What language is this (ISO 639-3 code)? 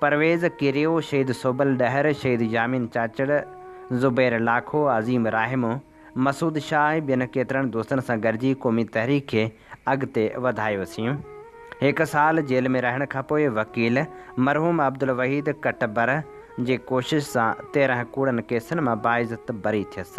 snd